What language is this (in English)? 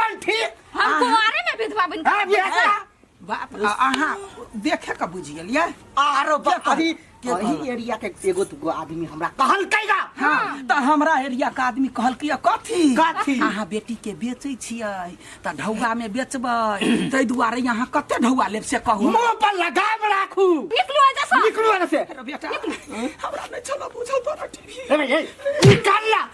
Maithili